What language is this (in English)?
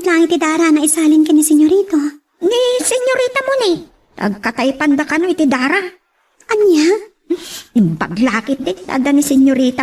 Iloko